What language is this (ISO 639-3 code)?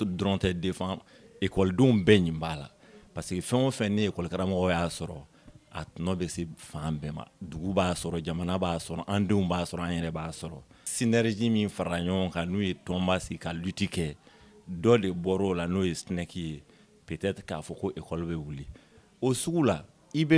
bam